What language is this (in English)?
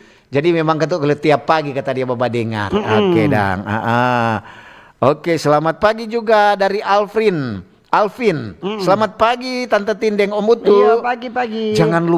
Manado Malay